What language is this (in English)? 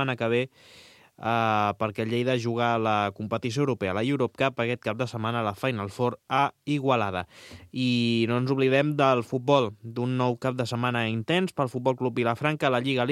Catalan